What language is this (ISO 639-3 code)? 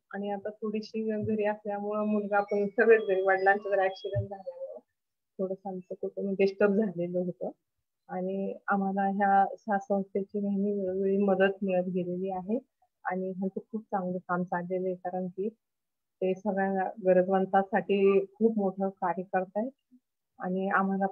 mar